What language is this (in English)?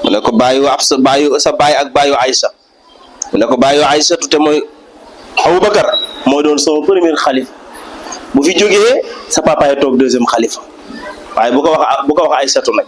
Wolof